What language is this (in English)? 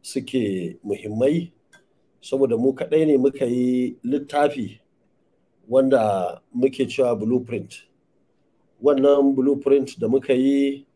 Hausa